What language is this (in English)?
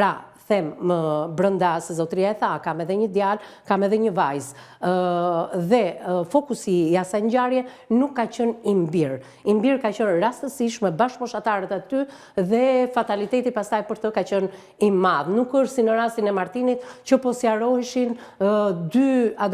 Albanian